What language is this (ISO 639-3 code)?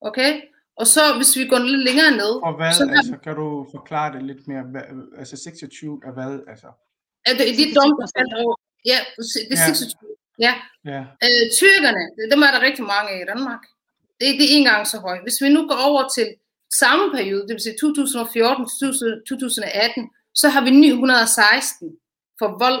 dan